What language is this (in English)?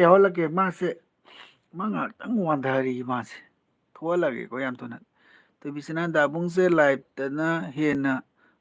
Manipuri